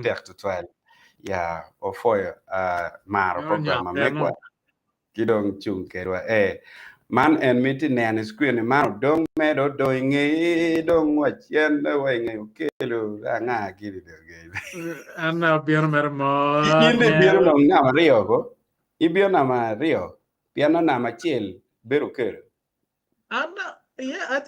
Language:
Acoli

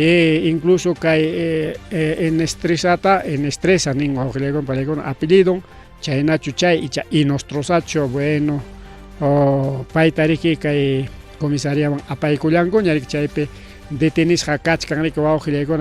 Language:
Ayacucho Quechua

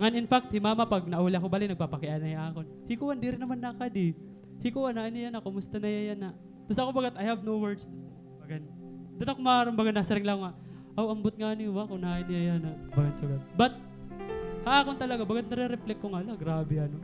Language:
Waray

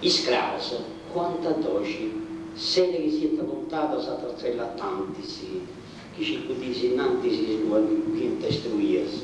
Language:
Sardinian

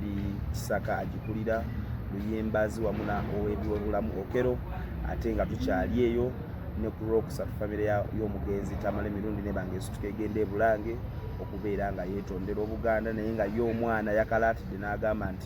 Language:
Ganda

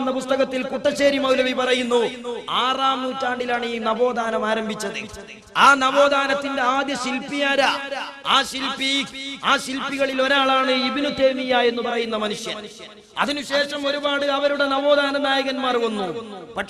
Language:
Malayalam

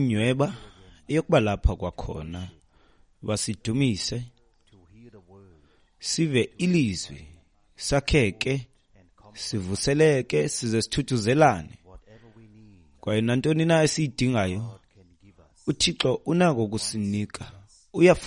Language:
Xhosa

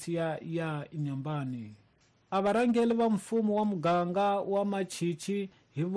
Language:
Tsonga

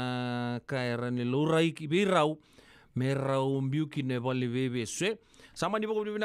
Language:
Fijian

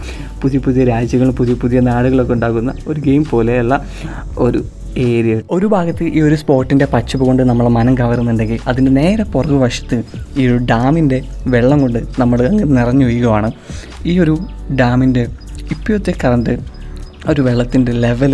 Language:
Malayalam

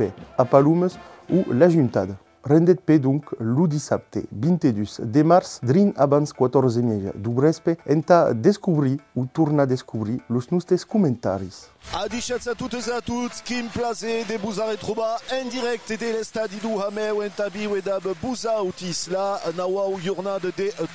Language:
Occitan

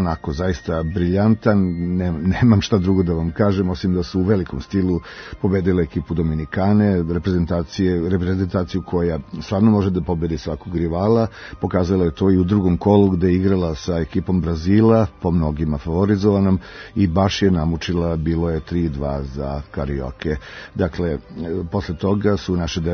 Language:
Serbian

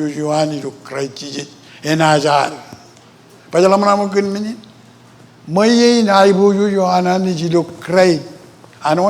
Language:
Marshallese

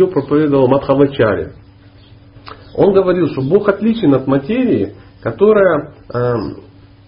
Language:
Russian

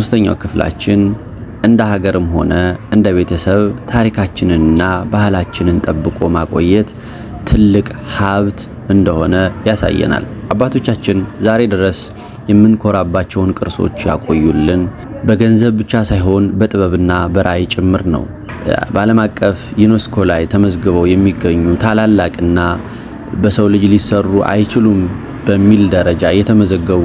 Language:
Amharic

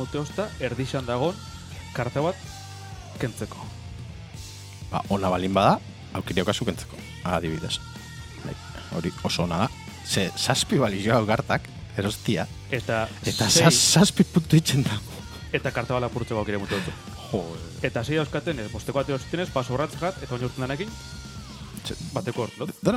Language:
Basque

